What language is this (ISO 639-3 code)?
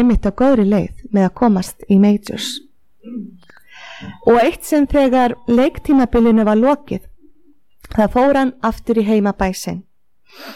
isl